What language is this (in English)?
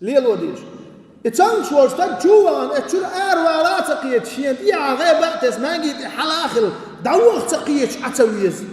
Chechen